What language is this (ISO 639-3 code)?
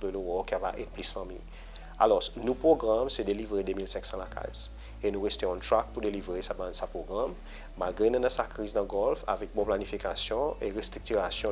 crs